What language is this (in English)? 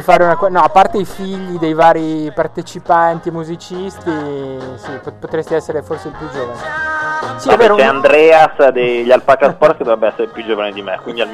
Italian